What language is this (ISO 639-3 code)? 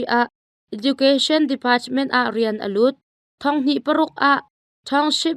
cnh